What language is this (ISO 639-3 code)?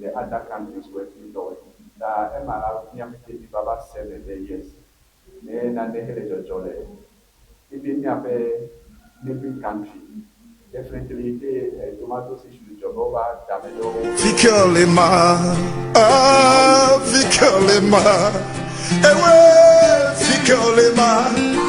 ewe